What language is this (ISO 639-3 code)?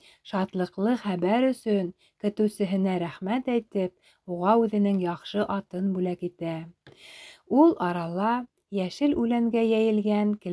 bak